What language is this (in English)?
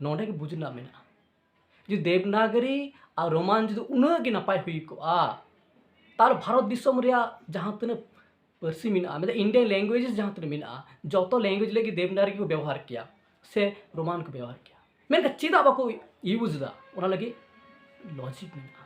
Santali